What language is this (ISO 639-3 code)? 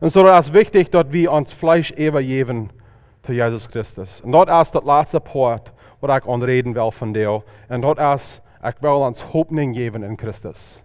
pdt